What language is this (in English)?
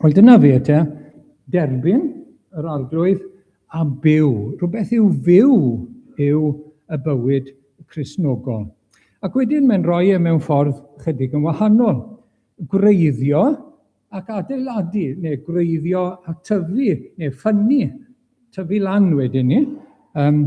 Welsh